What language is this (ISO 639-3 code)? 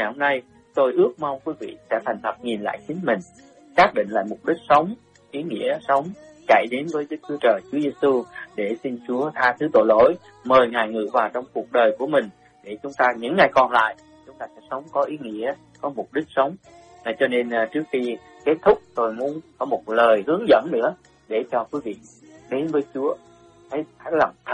vie